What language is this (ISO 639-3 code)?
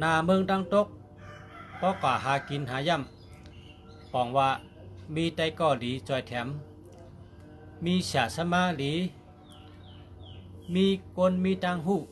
shn